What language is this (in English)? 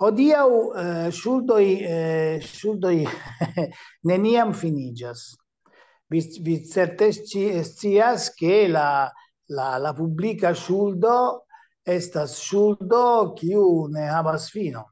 Esperanto